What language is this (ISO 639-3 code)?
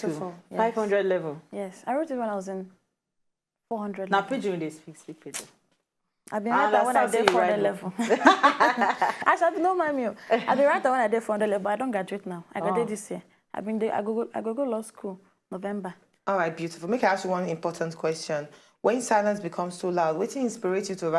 pcm